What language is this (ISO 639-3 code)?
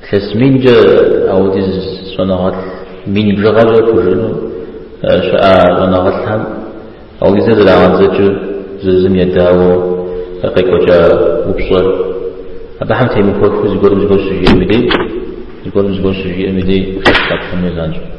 kbd